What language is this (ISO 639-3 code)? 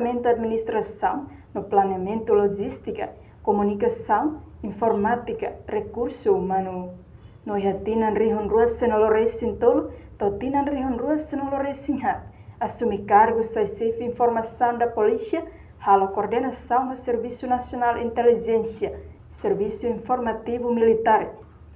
tet